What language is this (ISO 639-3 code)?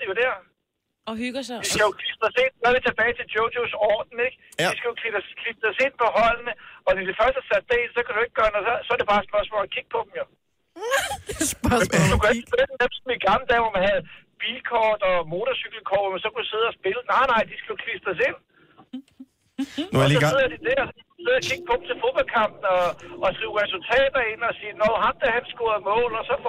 dan